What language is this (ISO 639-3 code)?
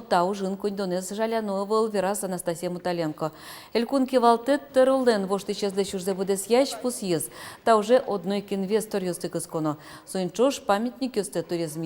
udm